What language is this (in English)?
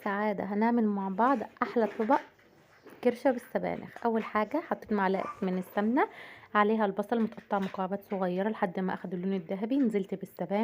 Egyptian Arabic